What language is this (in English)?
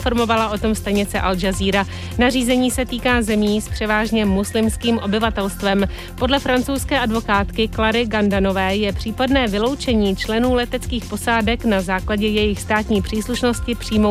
Czech